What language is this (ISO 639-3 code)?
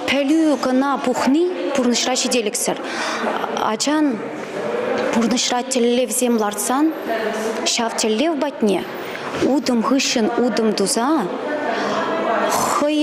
chv